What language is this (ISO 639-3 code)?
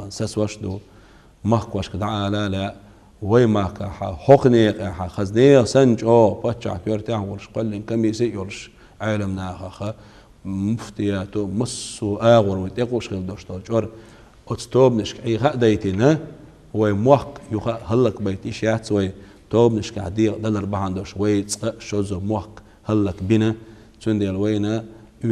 che